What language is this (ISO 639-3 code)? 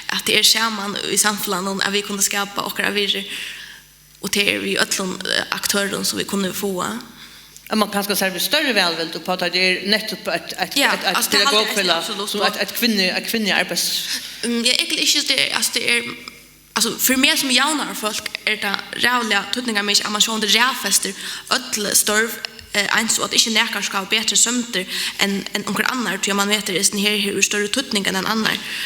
fao